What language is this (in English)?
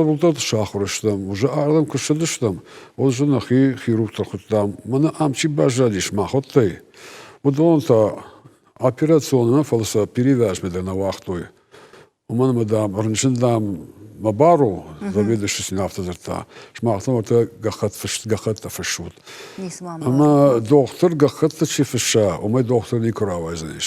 Ossetic